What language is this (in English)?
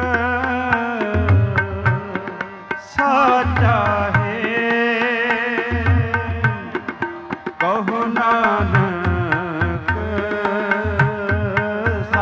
Punjabi